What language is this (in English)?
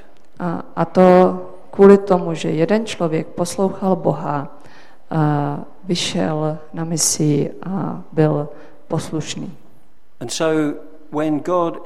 Czech